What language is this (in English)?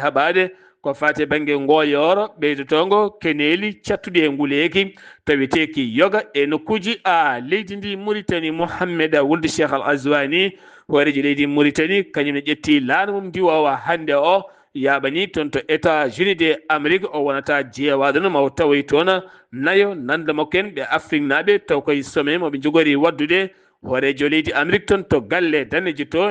Fula